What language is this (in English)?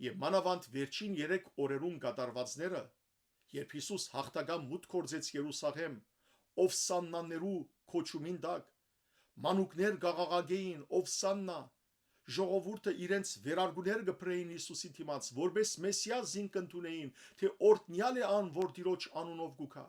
Western Armenian